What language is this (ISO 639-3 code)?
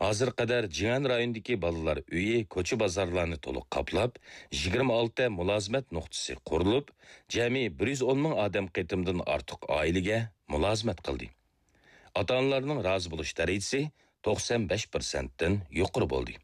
uig